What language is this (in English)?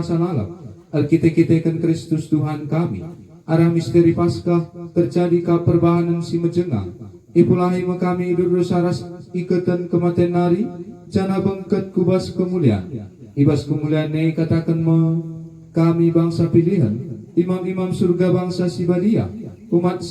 Batak Karo